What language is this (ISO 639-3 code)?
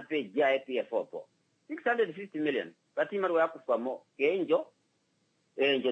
kua